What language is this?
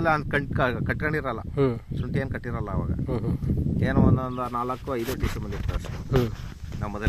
Kannada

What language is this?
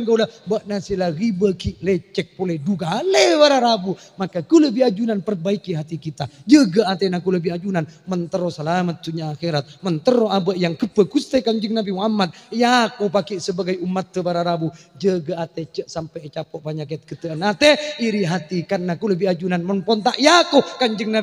Madurese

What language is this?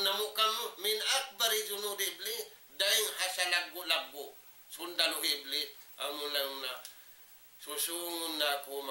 Tausug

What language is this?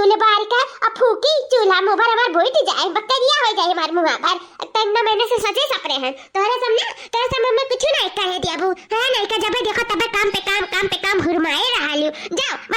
Awadhi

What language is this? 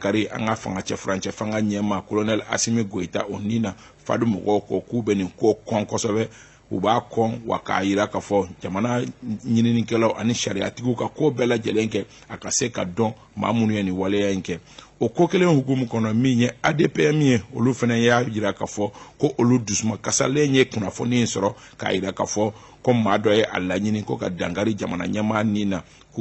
Bambara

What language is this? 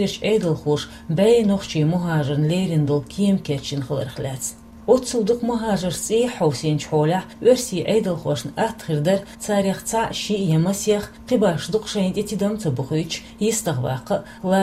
Chechen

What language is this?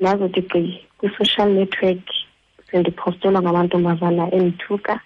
Xhosa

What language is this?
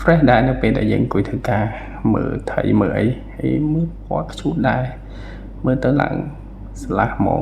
Khmer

